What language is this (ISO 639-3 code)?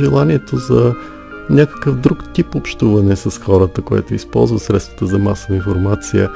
bul